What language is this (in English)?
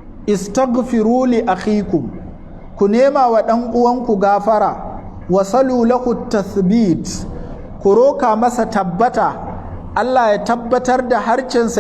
Hausa